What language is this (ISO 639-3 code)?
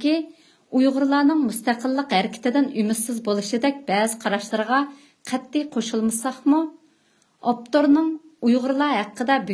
uig